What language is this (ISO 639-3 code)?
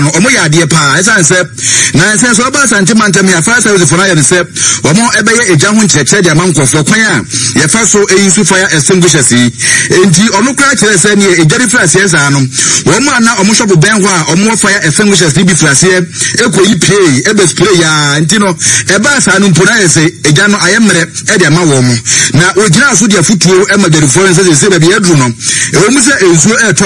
aka